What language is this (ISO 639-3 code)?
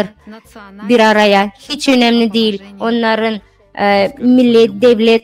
gag